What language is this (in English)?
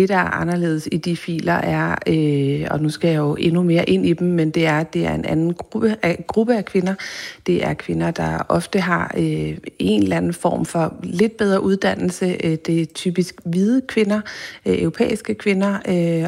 Danish